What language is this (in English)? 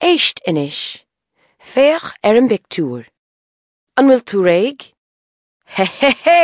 Irish